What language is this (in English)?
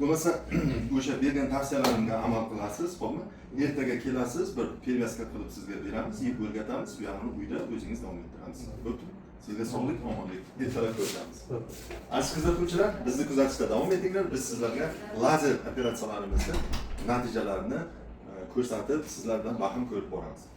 Uzbek